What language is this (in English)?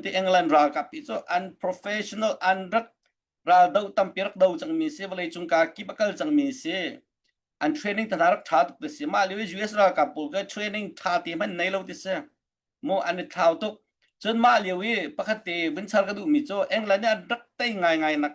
Hakha Chin